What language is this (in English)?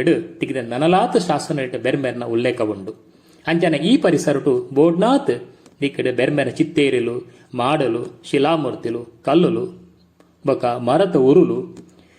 Tulu